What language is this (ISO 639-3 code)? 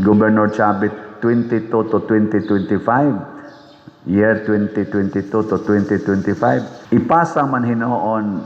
ceb